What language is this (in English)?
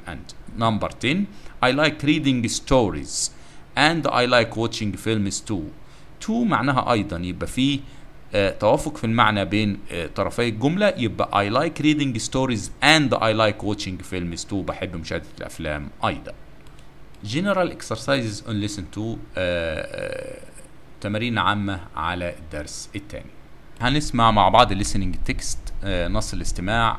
Egyptian Arabic